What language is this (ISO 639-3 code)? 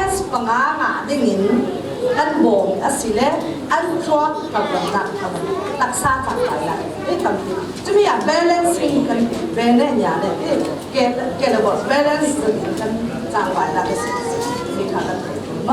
cfm